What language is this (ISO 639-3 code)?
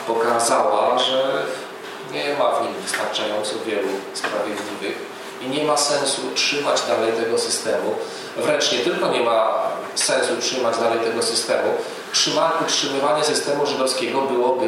pol